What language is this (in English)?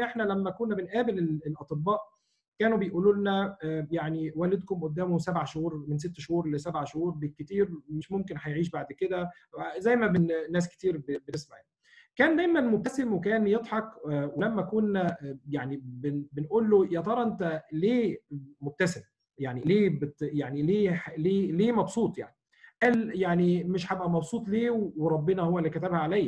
Egyptian Arabic